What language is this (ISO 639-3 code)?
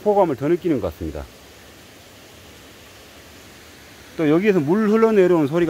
kor